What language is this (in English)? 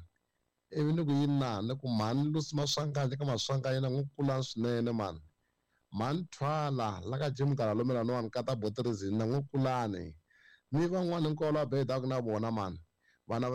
Tsonga